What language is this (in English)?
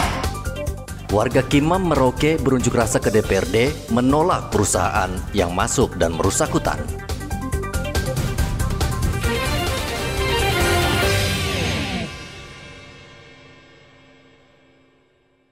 Indonesian